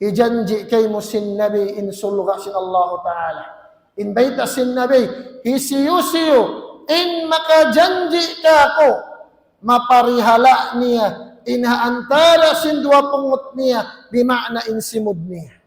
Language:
Tausug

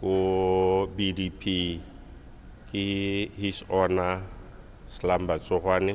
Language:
Tswana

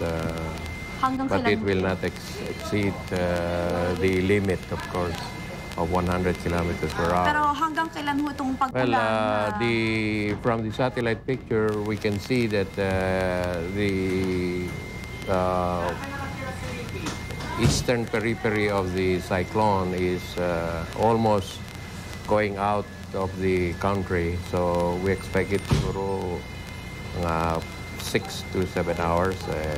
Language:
Filipino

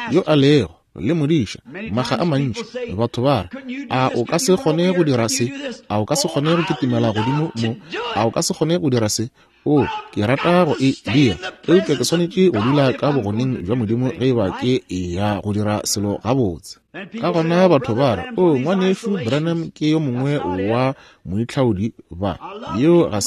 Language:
Northern Sotho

